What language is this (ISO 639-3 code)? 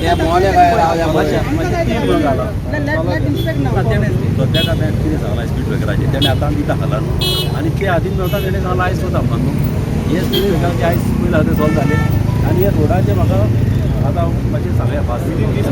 kok